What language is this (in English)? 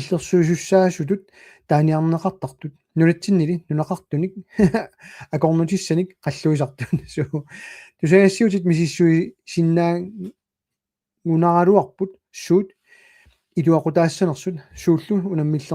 Kalaallisut